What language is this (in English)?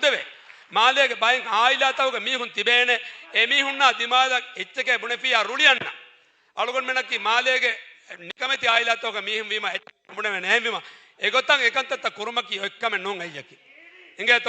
Divehi